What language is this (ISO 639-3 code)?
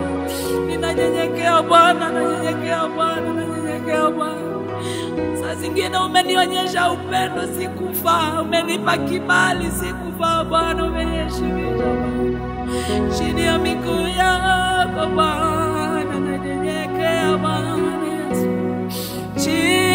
swa